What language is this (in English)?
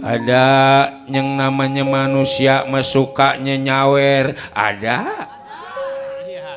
Betawi